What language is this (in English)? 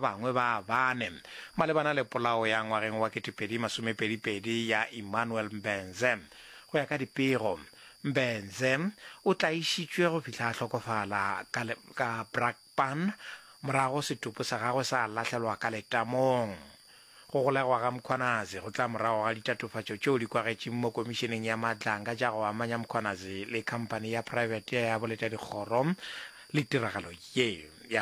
Northern Sotho